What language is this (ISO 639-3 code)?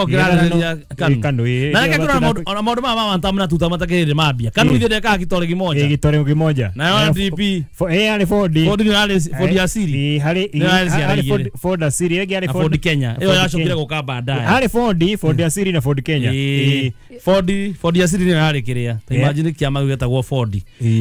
kik